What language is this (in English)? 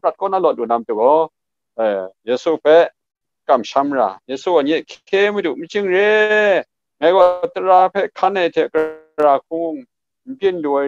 Kachin